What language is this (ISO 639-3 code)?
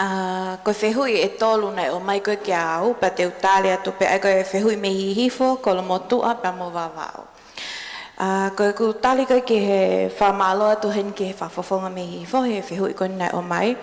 ton